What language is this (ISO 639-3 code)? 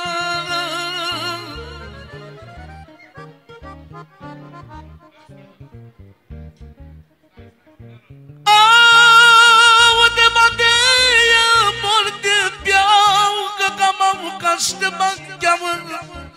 ron